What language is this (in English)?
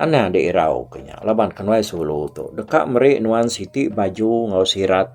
Iban